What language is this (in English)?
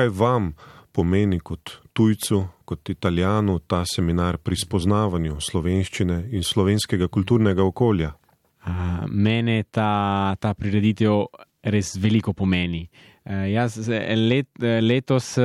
Slovenian